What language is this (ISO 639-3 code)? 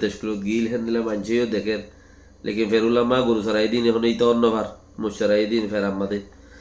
rhg